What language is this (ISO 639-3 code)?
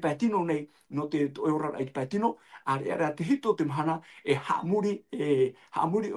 tah